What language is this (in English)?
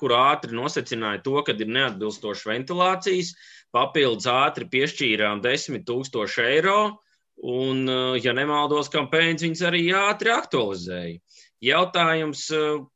Latvian